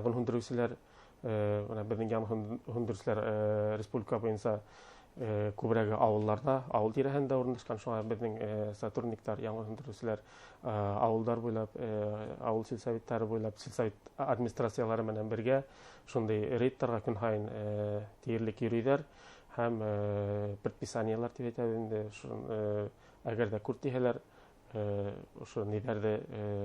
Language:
Bashkir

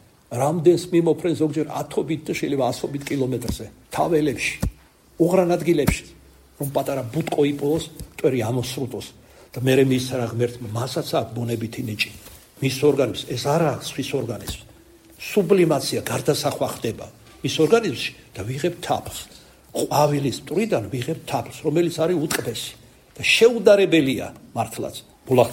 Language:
Georgian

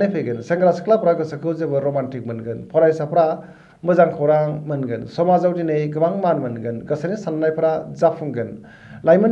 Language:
Bodo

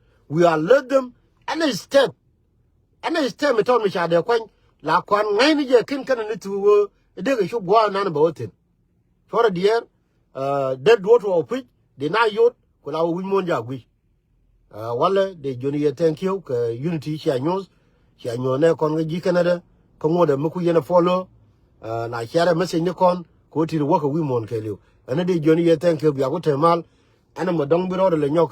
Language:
Nuer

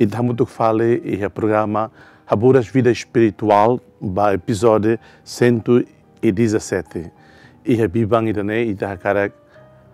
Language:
Tetum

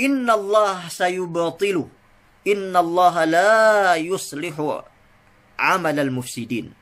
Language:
Yakan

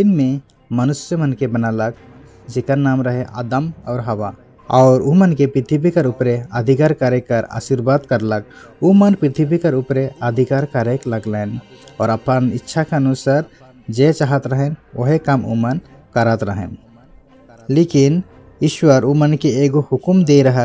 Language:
Sadri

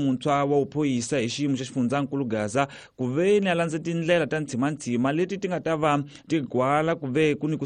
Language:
Tsonga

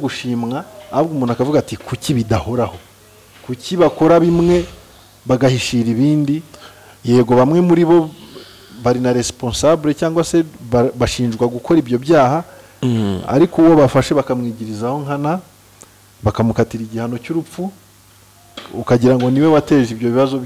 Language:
Kinyarwanda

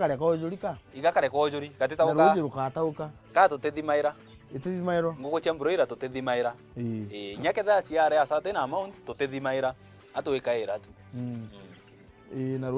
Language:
Meru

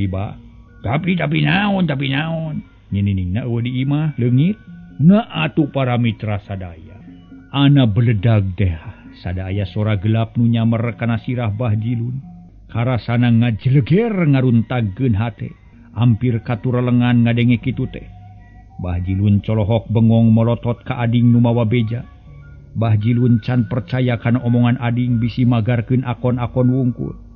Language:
Sundanese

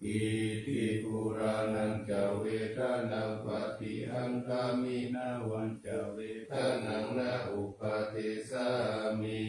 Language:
Pali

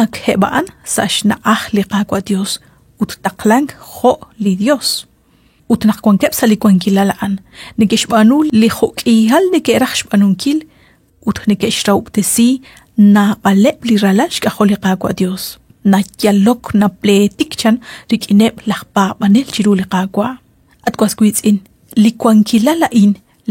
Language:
Kekchí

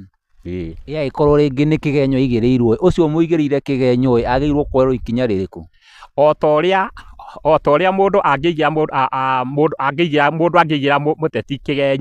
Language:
Kikuyu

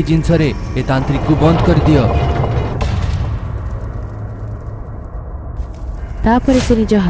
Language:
Odia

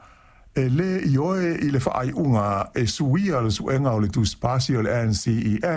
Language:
Samoan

